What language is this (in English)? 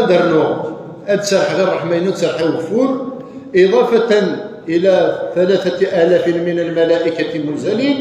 Kabyle